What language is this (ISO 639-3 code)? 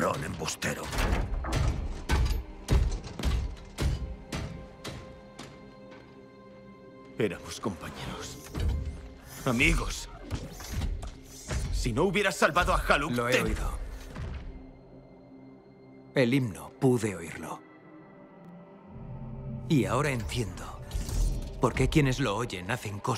spa